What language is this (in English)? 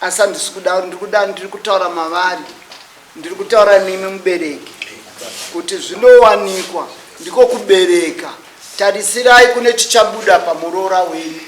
Shona